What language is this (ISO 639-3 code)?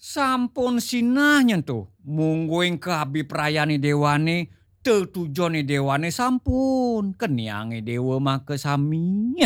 ban